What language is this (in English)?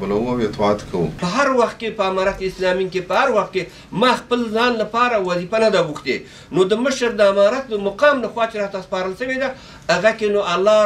Pashto